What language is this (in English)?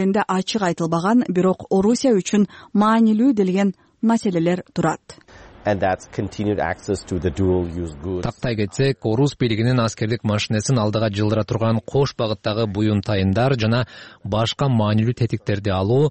Kyrgyz